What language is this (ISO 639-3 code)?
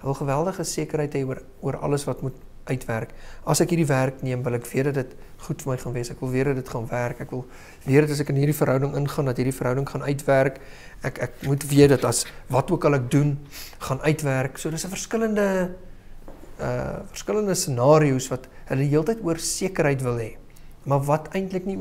afr